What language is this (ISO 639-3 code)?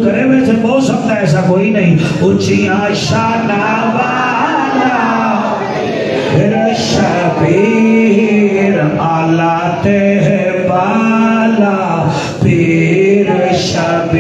skr